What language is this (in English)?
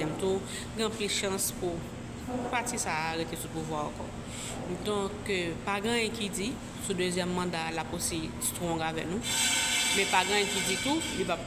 Haitian Creole